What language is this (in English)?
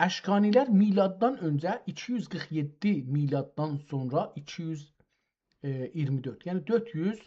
South Azerbaijani